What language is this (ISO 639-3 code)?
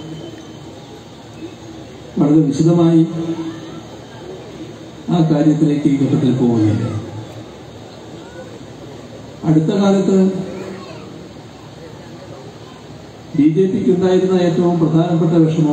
mal